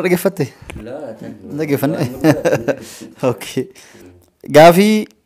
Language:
Oromo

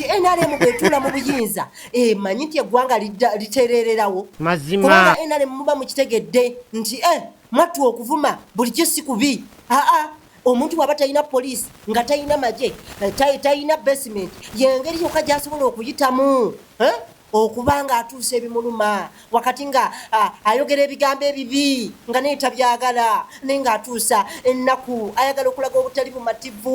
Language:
Ganda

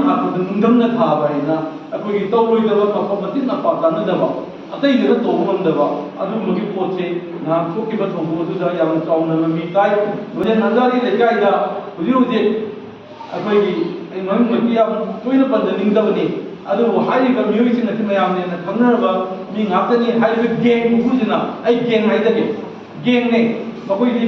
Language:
Manipuri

